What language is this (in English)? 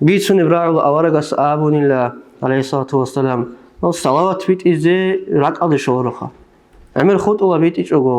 Avaric